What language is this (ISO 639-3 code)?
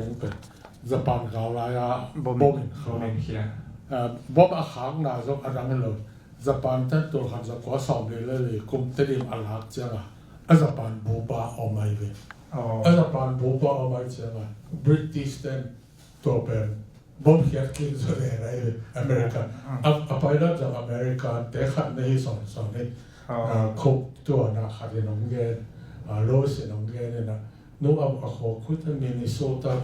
ctd